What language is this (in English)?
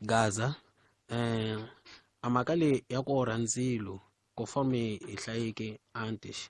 Tsonga